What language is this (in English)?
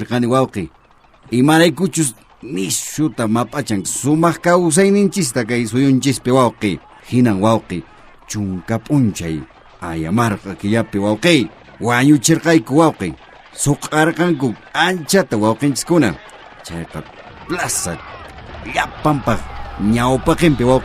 Quechua